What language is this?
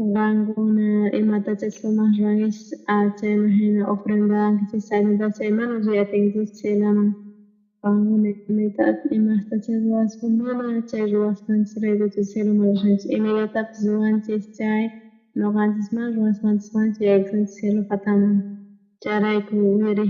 South Bolivian Quechua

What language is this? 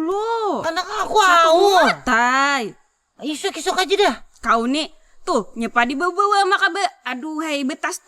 Banjar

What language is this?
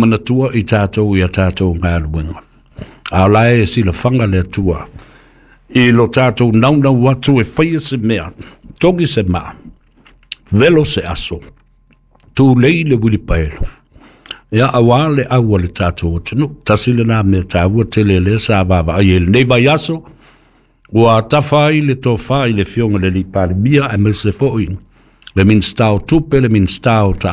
Samoan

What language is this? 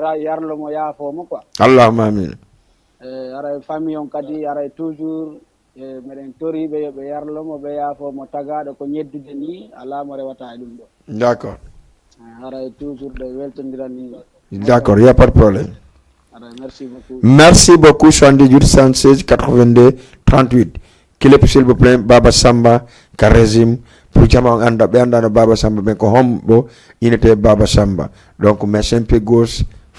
Fula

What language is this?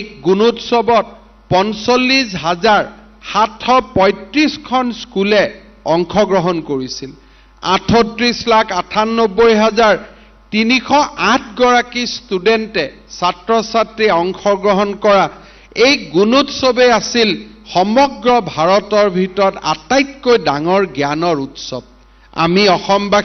Assamese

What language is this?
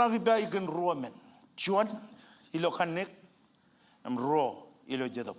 Marshallese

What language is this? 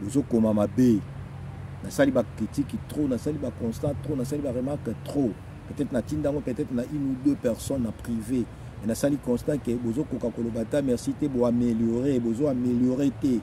Lingala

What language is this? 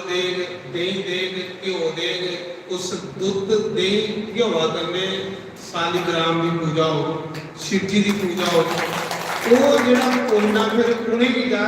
Dogri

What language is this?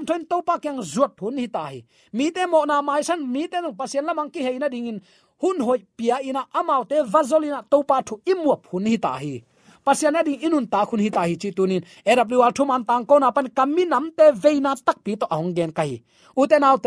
Tedim Chin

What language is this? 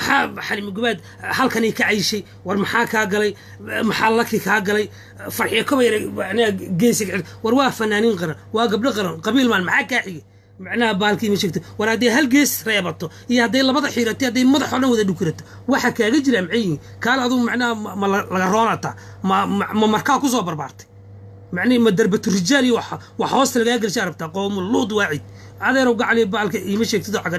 Somali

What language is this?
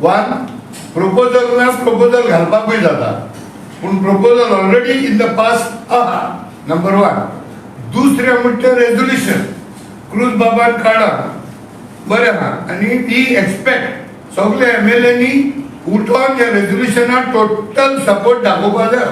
Konkani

